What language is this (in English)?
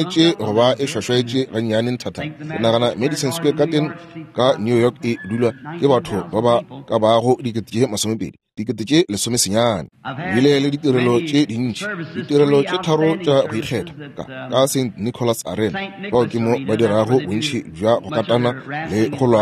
Northern Sotho